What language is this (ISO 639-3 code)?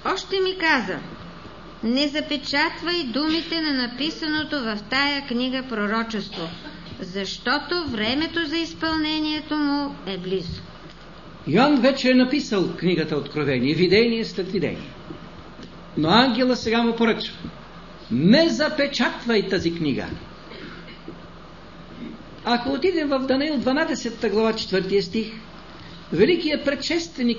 bul